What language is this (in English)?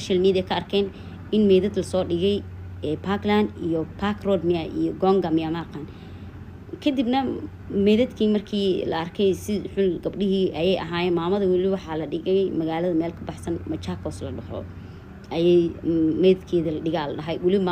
Somali